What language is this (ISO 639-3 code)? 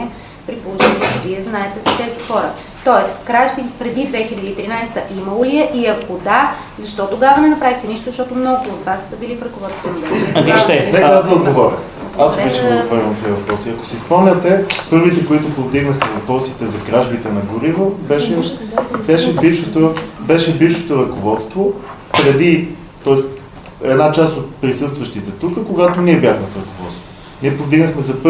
bul